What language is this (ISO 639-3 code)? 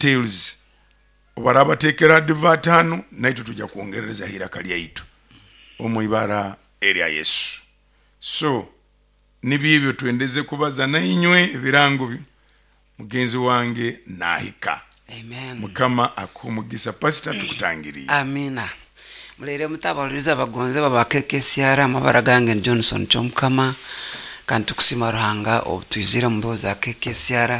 nyo